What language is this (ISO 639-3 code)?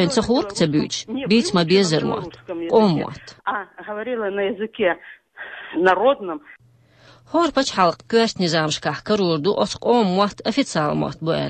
che